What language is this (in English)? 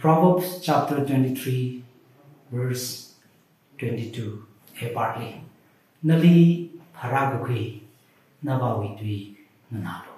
Tangkhul Naga (India)